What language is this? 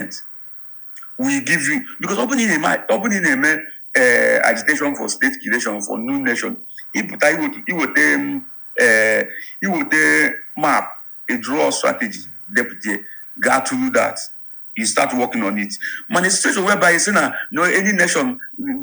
Igbo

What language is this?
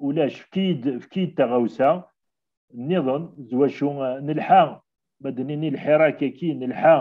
Kabyle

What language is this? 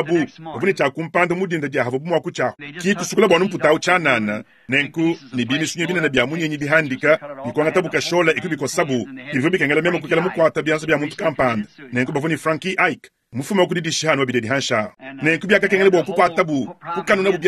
Luba-Lulua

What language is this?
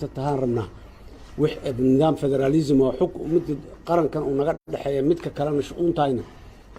Somali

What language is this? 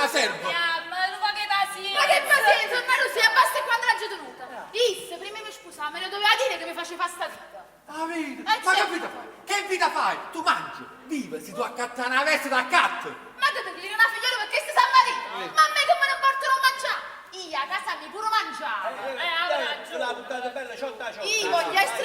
Neapolitan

